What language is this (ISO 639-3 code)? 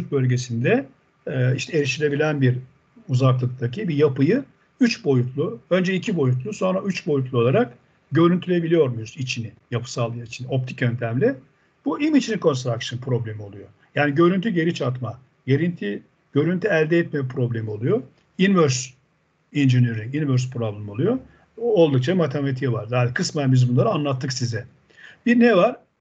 tur